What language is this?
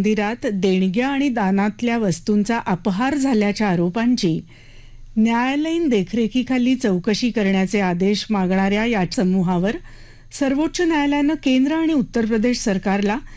Marathi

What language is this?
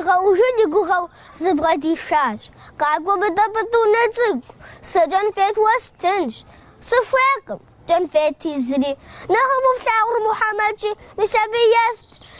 Kabardian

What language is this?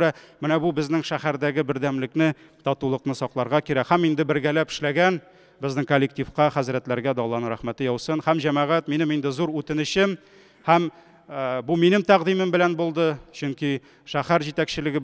Tatar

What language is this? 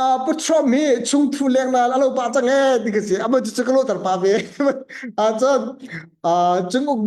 Hakha Chin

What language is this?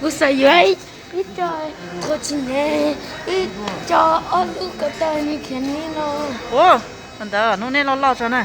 Hmong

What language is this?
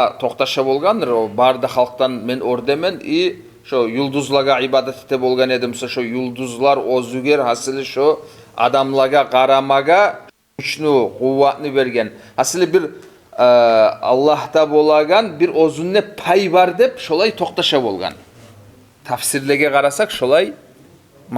Kumyk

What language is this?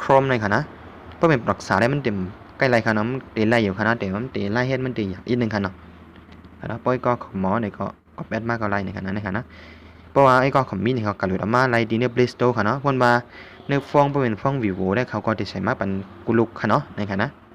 Shan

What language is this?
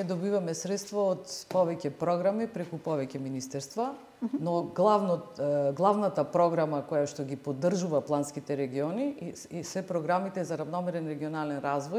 Macedonian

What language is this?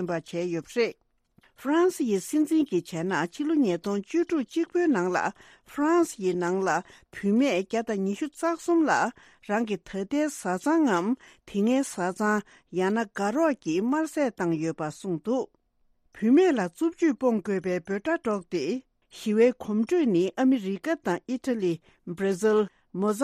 Tibetan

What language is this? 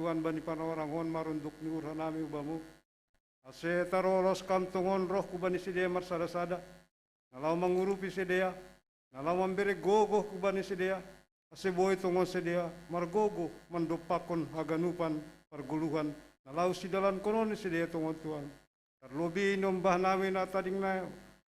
Batak Simalungun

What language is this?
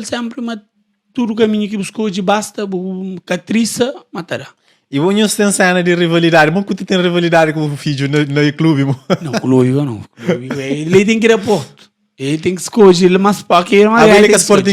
Kabuverdianu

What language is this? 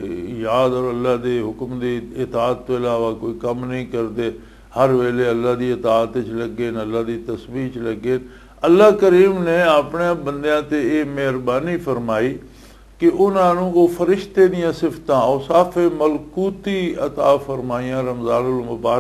Western Panjabi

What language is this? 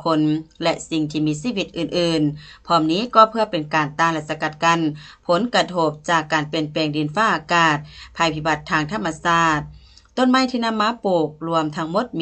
Lao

